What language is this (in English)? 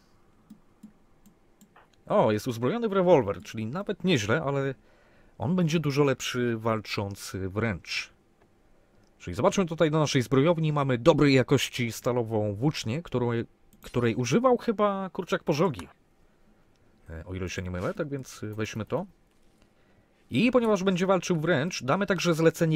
Polish